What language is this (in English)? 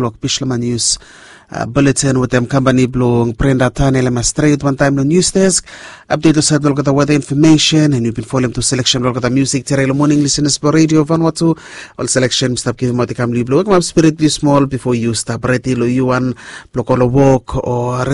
Bislama